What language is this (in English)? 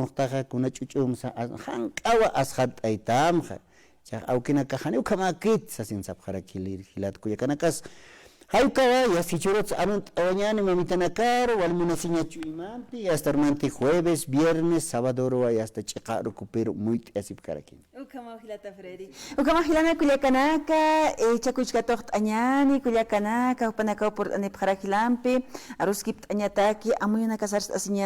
Aymara